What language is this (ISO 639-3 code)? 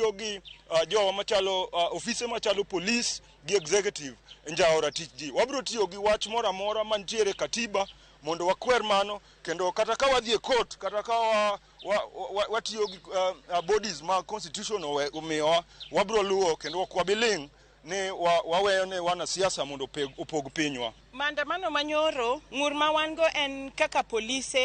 luo